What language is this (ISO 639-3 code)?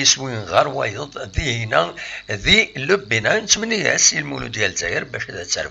kab